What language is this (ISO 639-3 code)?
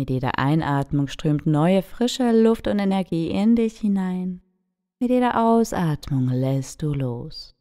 gsw